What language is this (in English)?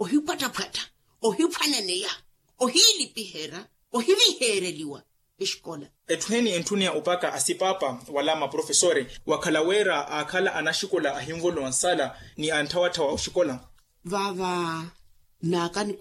Makhuwa